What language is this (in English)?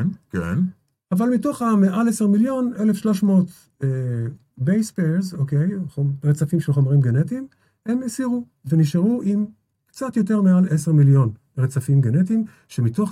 Hebrew